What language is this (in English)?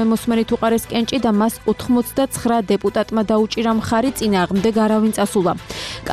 Georgian